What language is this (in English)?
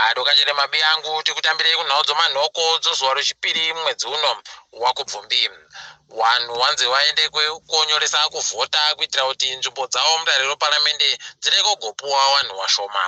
Ndau